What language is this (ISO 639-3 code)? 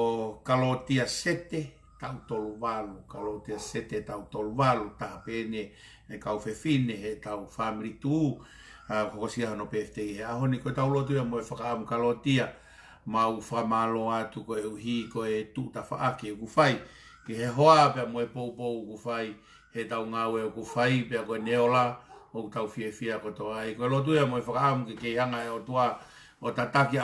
ton